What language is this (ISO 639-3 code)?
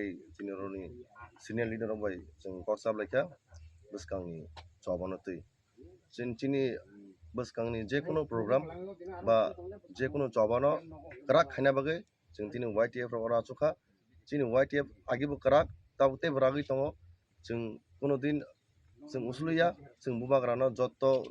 trp